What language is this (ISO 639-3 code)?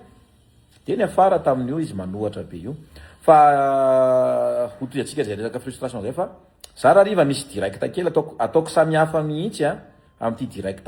mlg